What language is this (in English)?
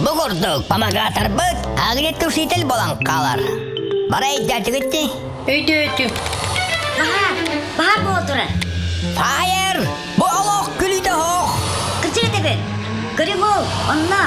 Yakut